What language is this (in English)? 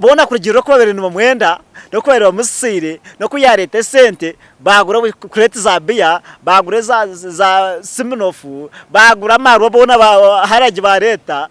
Nyankole